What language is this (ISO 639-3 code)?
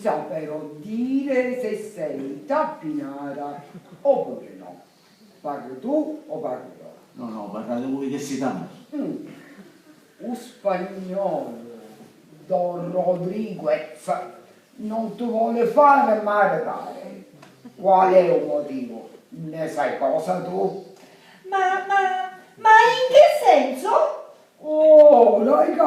scn